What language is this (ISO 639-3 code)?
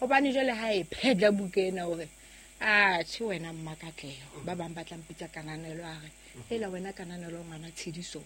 sot